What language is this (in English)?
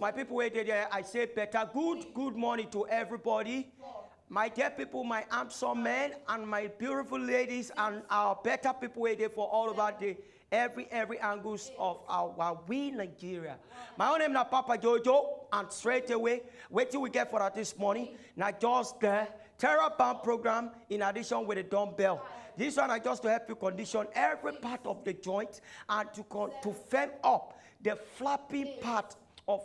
Nigerian Pidgin